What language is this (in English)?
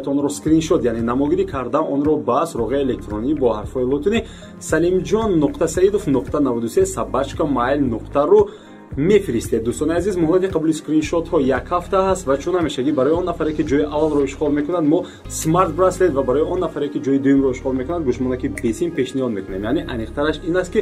Tajik